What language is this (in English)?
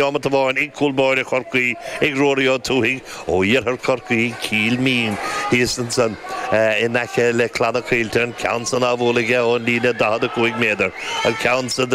Irish